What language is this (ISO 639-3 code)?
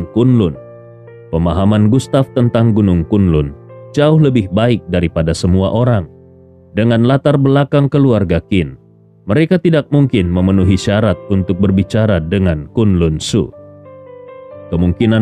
ind